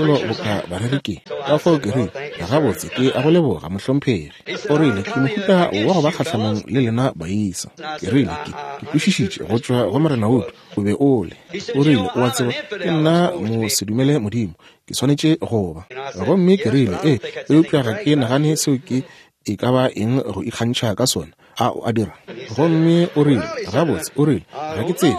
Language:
Northern Sotho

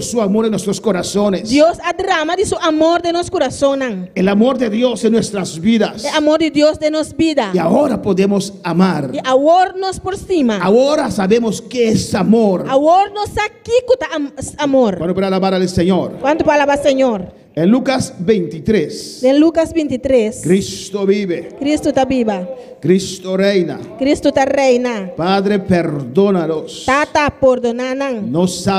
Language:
Papiamento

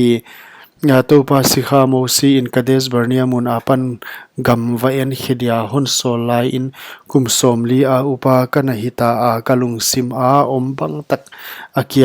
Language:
Paite Chin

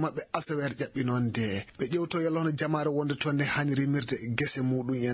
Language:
Maasina Fulfulde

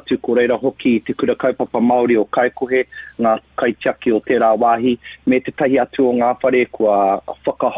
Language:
Māori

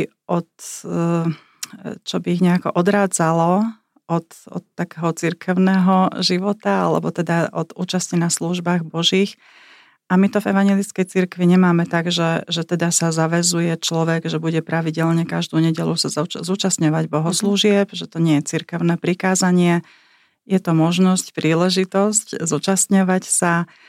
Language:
Slovak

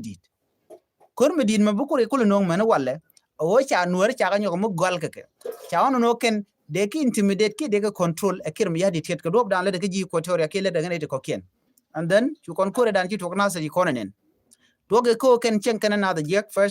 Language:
Nuer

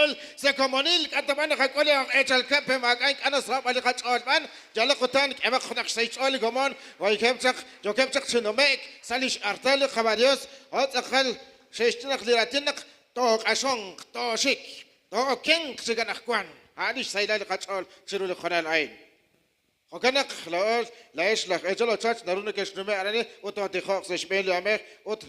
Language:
Kekchí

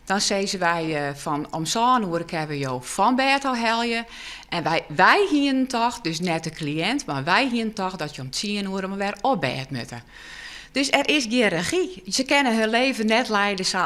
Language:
Western Frisian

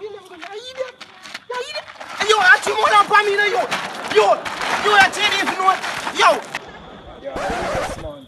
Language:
Jamaican Creole English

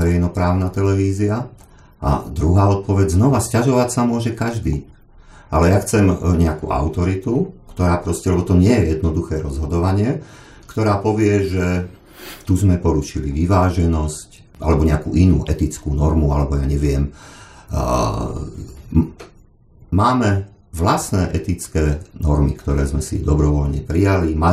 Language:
Slovak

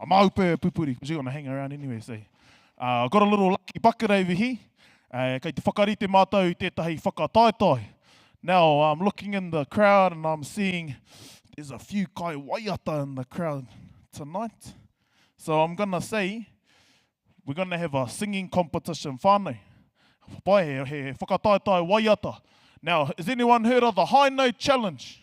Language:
Māori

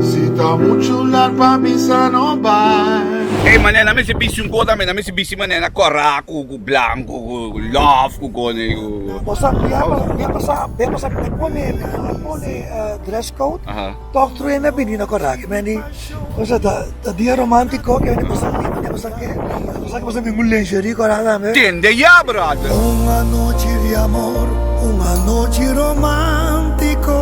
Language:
Papiamento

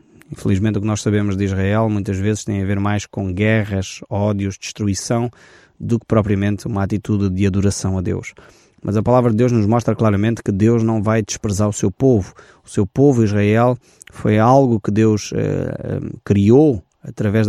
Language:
Portuguese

